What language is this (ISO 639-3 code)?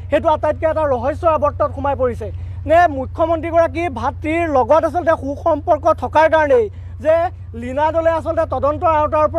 asm